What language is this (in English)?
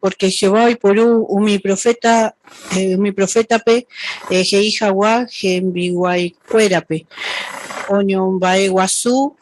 Guarani